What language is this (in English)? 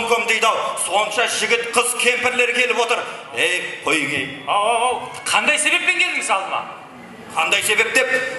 Kara-Kalpak